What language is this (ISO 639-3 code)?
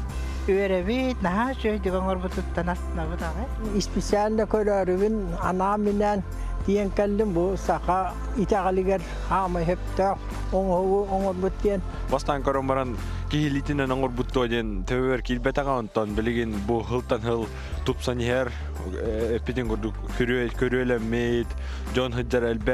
sah